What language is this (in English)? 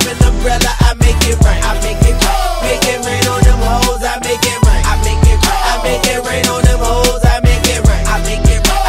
English